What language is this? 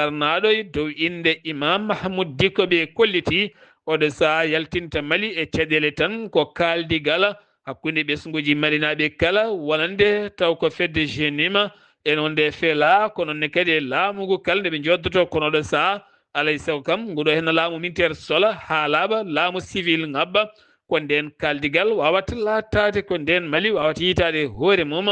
Fula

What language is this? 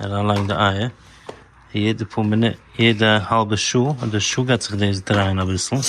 Yiddish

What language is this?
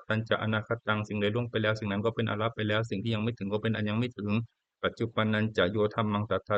Pali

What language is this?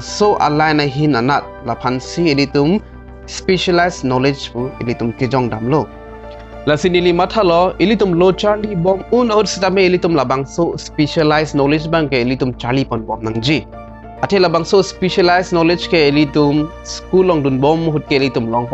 Karbi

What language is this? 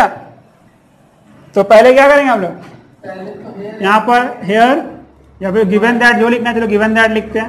Hindi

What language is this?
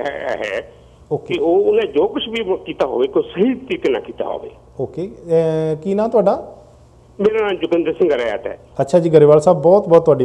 Punjabi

